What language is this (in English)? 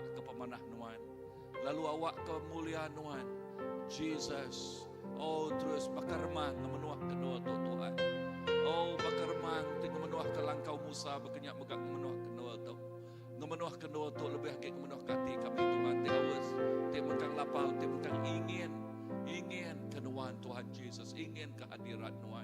Iban